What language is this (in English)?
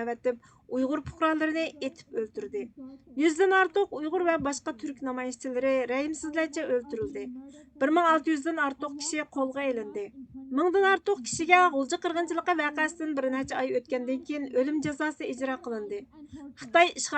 Uyghur